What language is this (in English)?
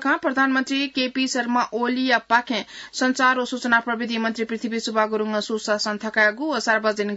Newari